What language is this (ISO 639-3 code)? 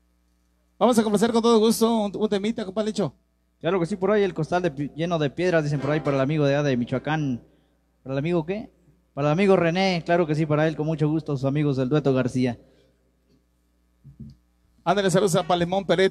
spa